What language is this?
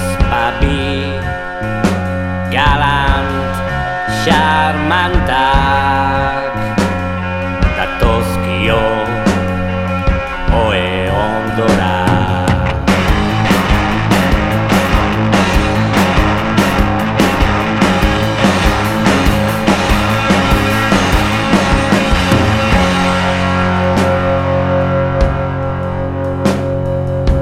Basque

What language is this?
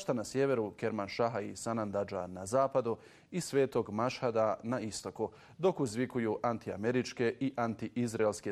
Bosnian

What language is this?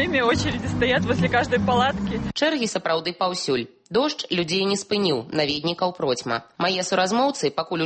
Belarusian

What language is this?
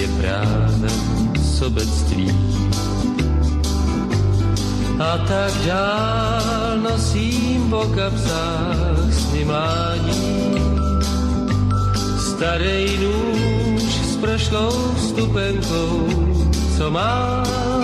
Czech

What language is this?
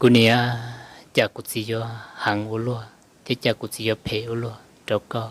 Hmong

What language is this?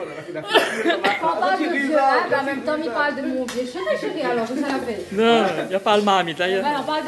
Réunion Creole French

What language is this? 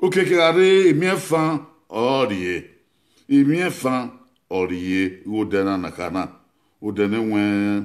Bini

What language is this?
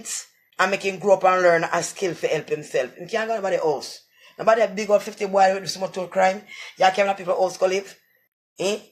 Jamaican Creole English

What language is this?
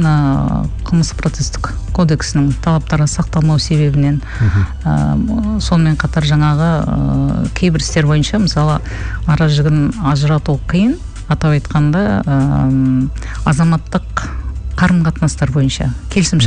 Kazakh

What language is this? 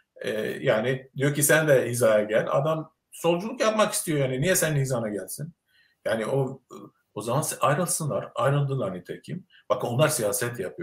Turkish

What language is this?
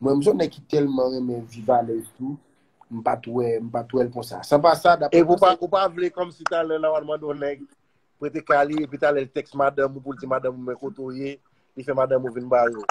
Haitian Creole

